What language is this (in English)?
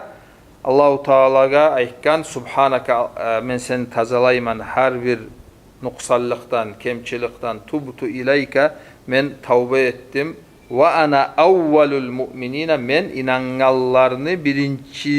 Kumyk